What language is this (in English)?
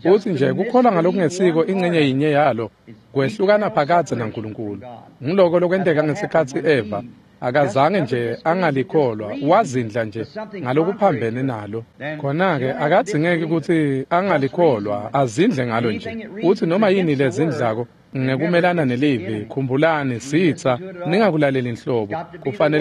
Swati